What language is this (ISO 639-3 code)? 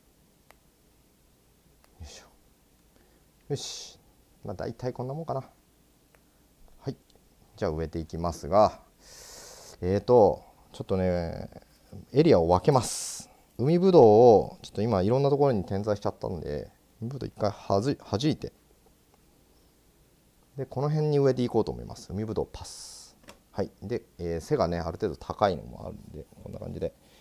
jpn